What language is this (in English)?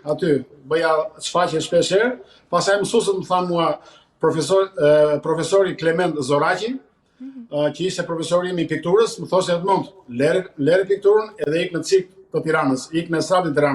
Albanian